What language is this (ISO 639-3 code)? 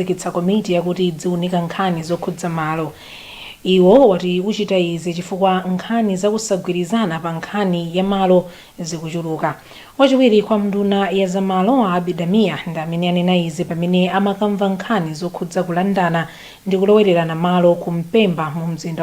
nya